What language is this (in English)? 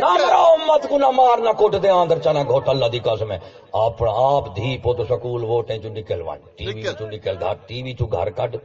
Saraiki